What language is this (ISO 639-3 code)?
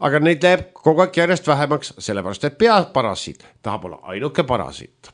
est